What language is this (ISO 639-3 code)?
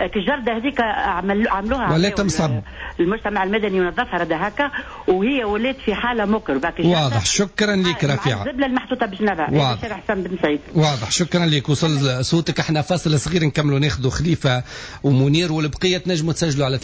aeb